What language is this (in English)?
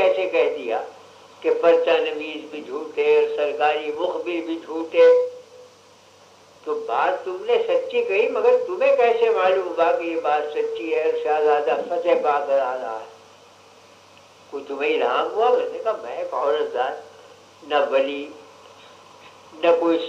Urdu